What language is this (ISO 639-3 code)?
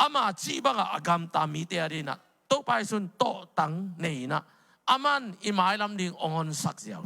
ctd